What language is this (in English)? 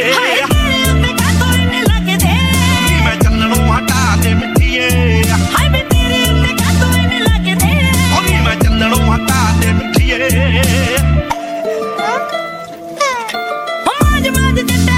Punjabi